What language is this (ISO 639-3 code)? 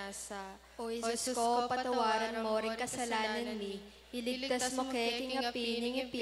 pam